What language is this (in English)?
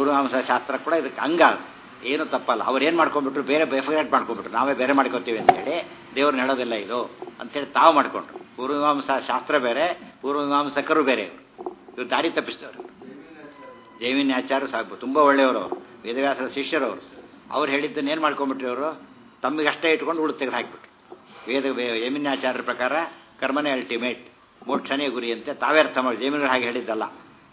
Kannada